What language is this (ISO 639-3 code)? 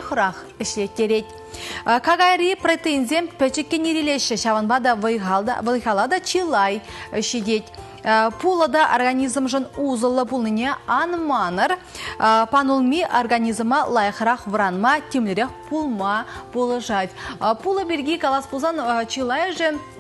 chv